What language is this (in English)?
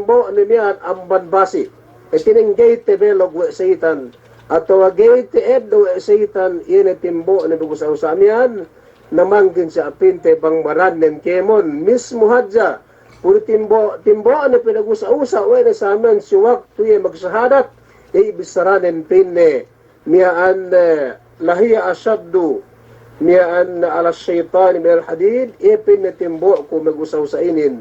Yakan